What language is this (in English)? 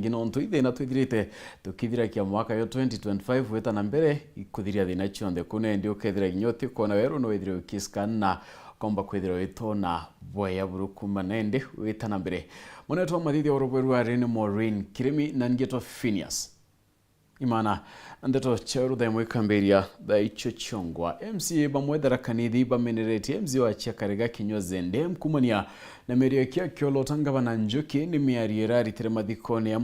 Meru